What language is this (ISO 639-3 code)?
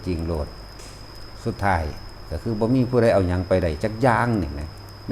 tts